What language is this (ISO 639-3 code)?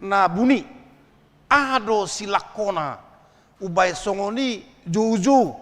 bbc